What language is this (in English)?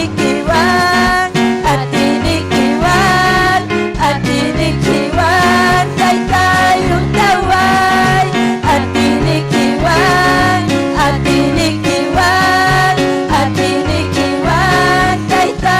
Ayacucho Quechua